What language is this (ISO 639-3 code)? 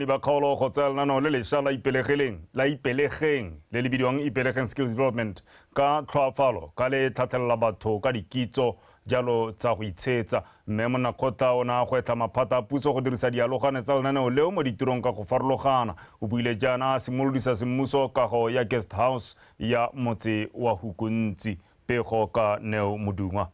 tsn